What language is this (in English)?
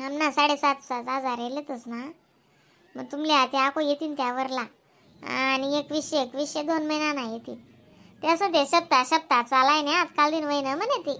Khandesi